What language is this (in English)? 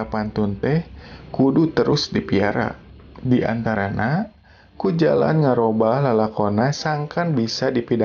Sundanese